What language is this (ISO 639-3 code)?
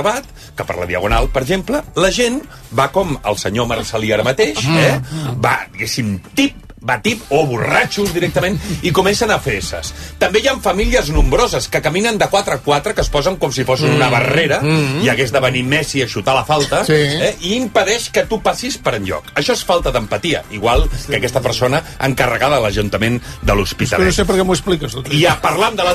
cat